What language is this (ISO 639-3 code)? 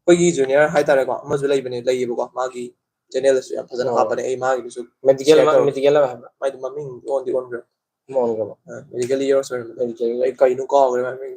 mni